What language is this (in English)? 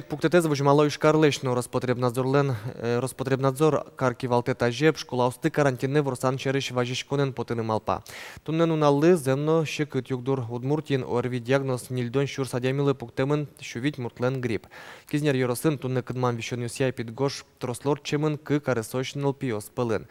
Udmurt